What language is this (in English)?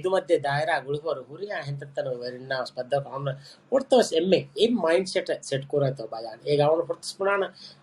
Divehi